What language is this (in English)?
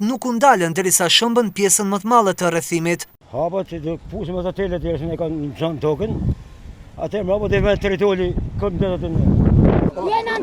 Albanian